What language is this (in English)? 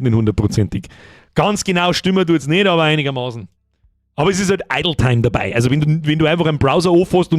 Bavarian